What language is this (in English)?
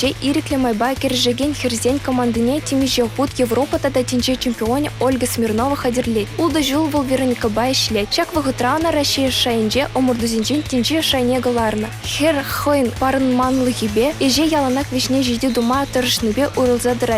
Chuvash